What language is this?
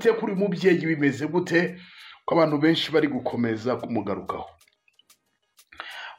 Kinyarwanda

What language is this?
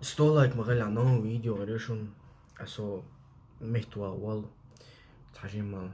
Chechen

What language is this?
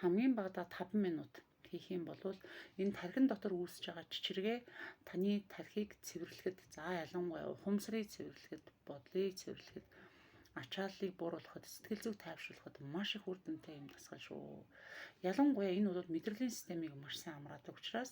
Mongolian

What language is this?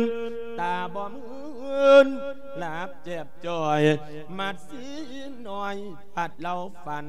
Lao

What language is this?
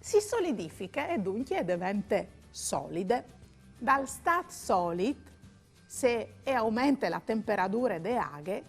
Friulian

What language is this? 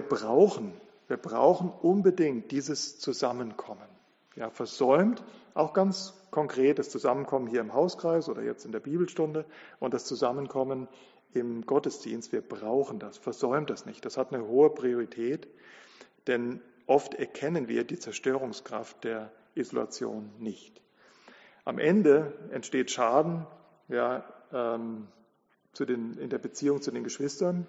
German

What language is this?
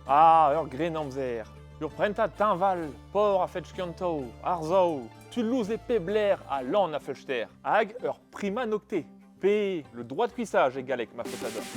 Breton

